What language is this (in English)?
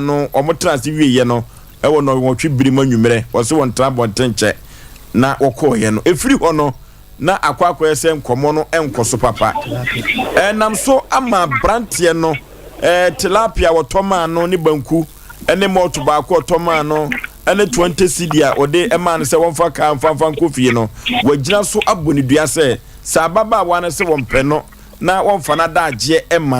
Akan